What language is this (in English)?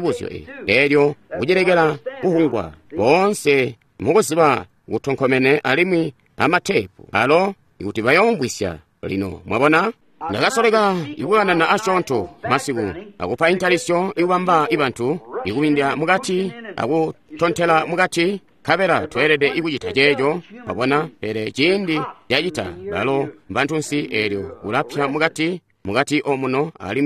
Tonga (Zambia)